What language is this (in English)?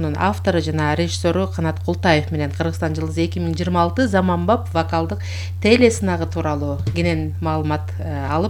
Kyrgyz